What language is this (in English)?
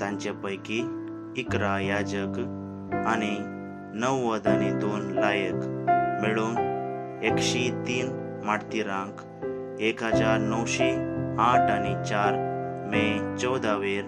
Konkani